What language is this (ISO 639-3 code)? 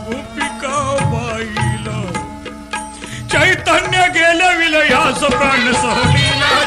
mar